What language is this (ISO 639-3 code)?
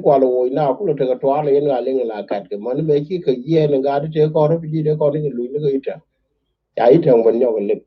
nus